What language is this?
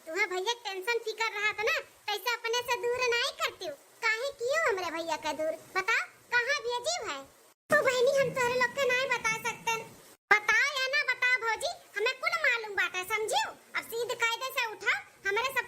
Awadhi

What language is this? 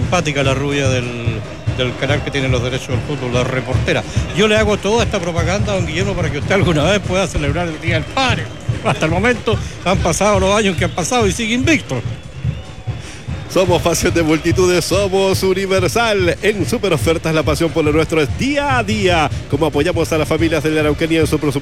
Spanish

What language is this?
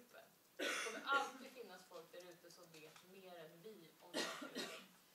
Swedish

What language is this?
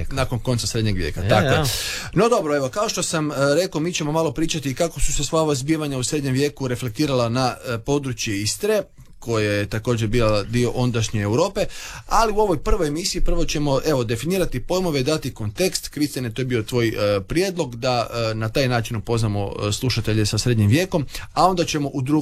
Croatian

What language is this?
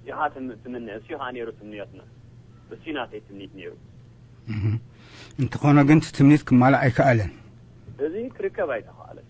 Tigrinya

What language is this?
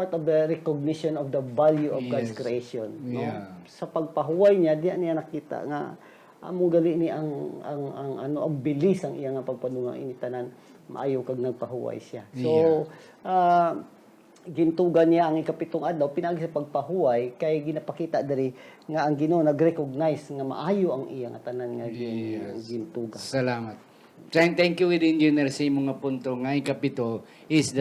Hiligaynon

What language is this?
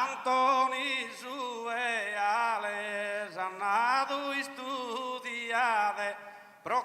Sardinian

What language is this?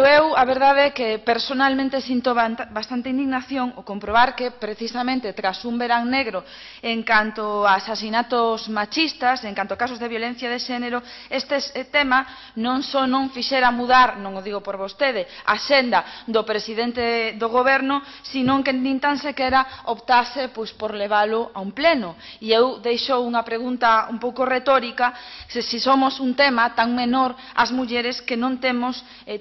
Galician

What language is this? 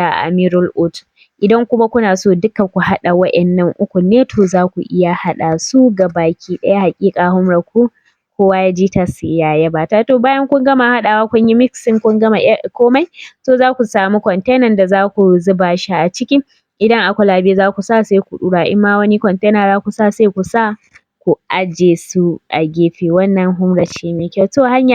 Hausa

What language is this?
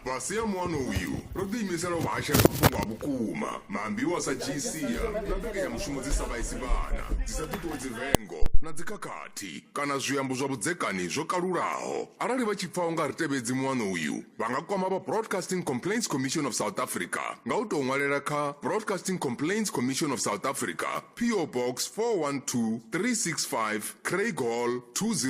Venda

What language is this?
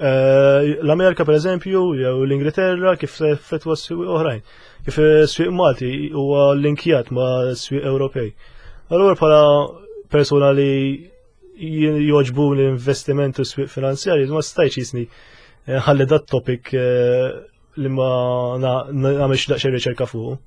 Maltese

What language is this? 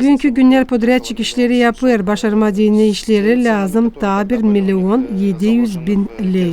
Gagauz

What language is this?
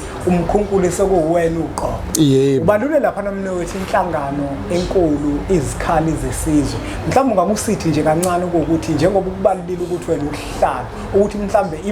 Zulu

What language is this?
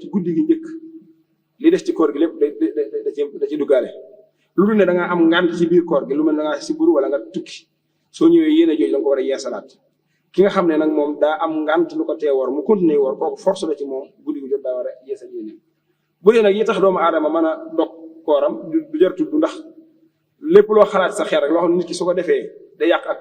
Wolof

